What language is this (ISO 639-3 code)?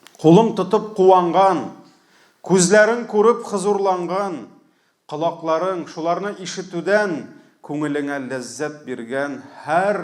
tat